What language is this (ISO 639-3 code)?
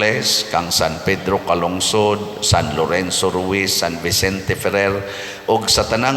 ceb